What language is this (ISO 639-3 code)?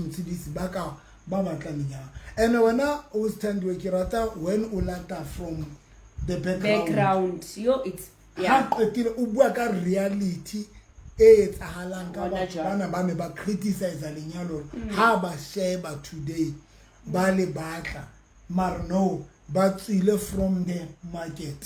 sot